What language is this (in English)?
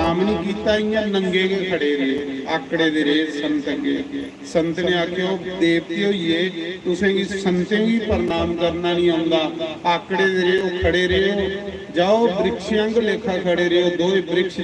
Dogri